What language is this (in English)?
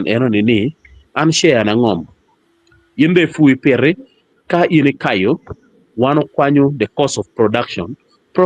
Acoli